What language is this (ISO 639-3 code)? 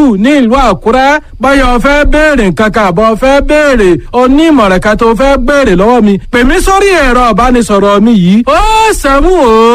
yor